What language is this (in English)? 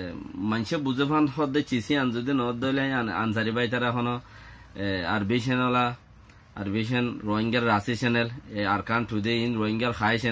Rohingya